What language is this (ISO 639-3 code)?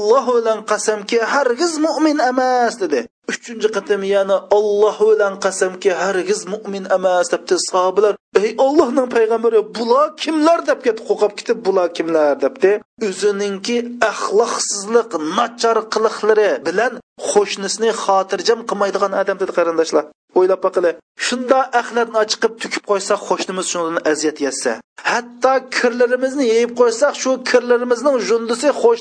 uig